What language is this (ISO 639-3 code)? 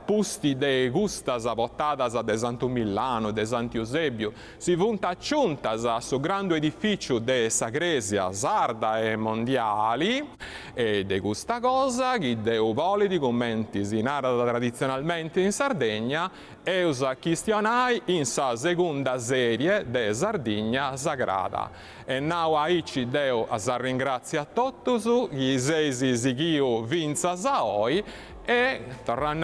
srd